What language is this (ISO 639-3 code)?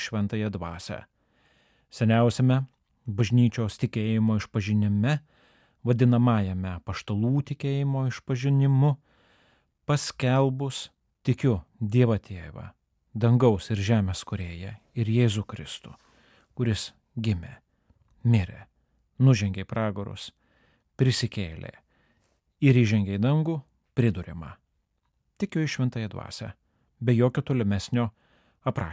lit